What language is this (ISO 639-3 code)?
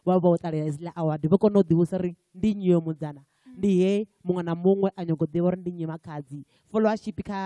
ven